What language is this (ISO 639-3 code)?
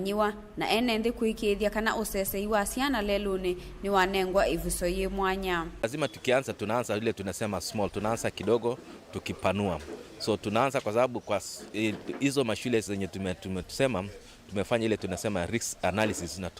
kam